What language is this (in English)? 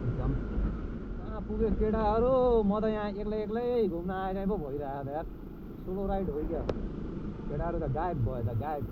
Nepali